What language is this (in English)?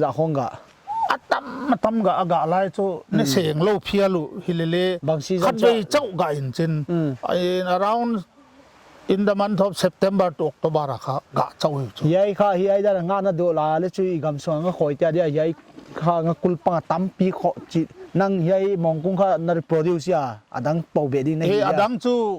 Paite Chin